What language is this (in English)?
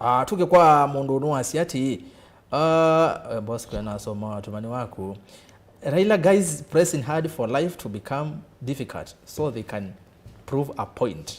Kamba